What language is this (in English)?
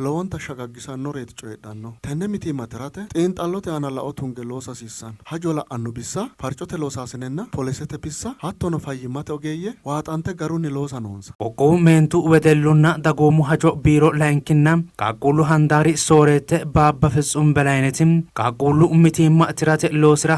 Sidamo